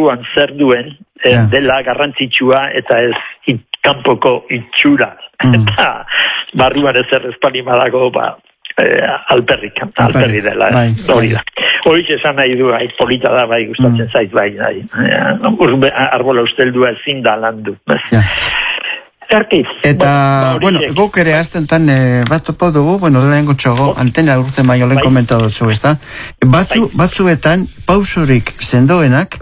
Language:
Basque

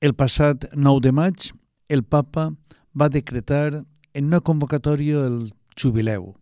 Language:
Catalan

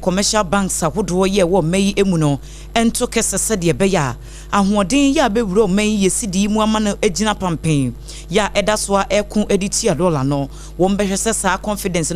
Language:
Akan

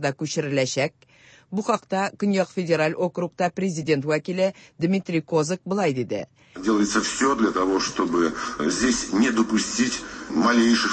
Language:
Tatar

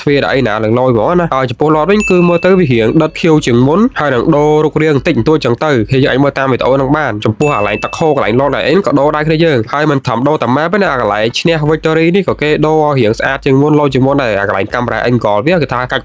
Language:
Khmer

